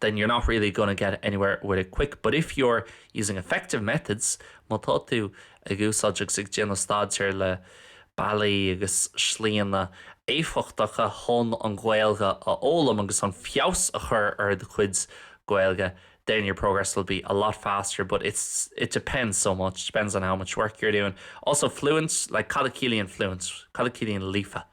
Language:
Irish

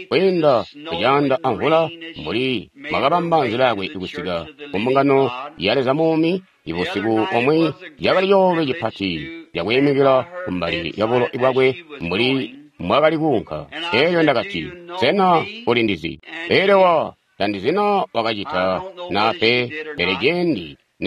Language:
Tonga (Zambia)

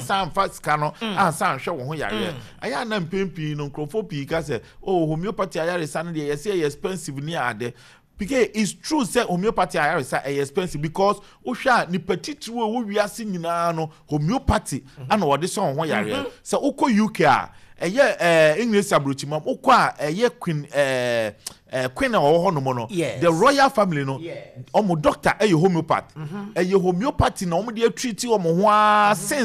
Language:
Akan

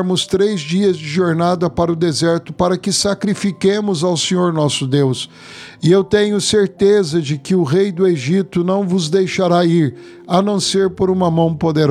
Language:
Portuguese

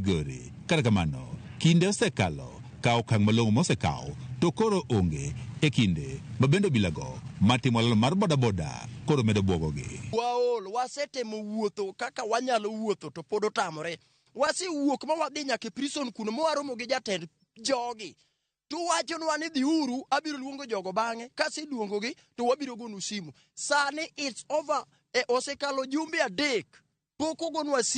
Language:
Luo (Kenya and Tanzania)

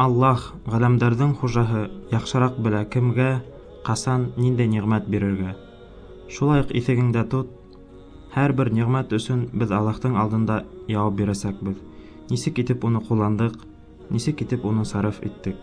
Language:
Bashkir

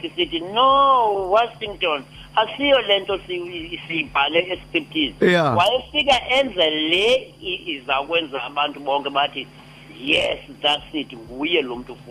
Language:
Xhosa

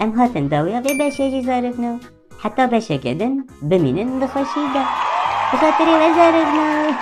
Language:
Kurdish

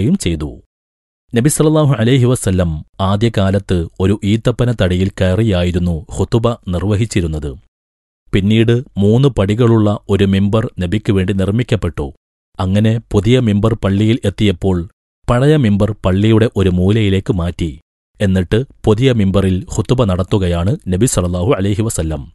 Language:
Malayalam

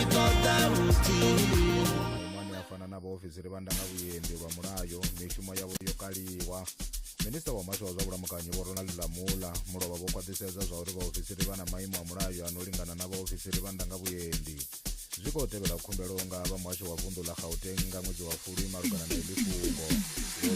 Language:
Venda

